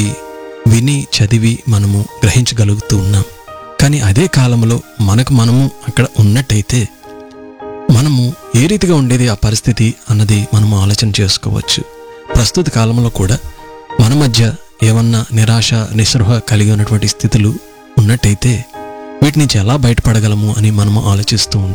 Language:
Telugu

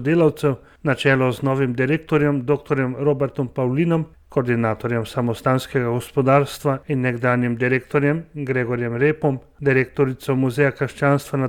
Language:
Slovenian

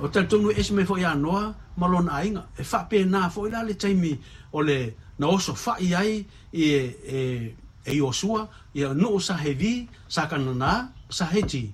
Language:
Samoan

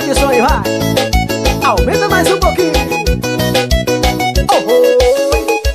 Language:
Portuguese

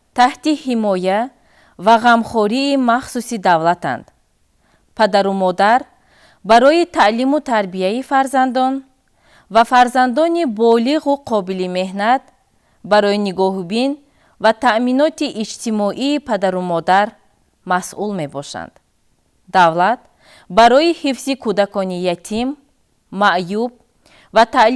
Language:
Tajik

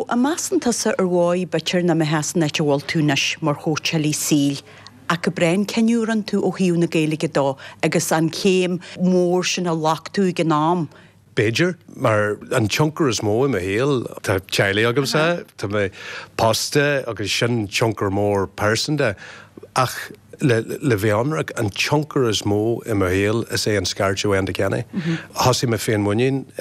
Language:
Irish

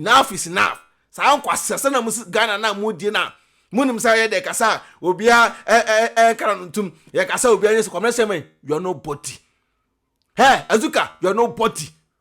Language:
Akan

